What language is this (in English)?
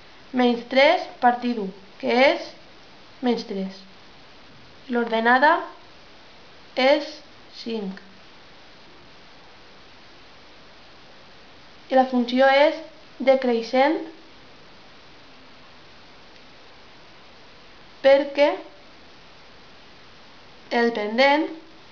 Catalan